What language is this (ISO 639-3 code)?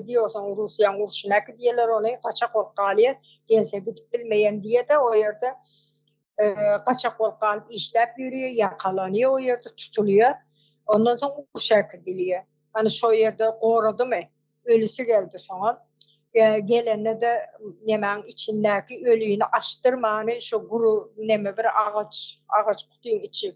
tuk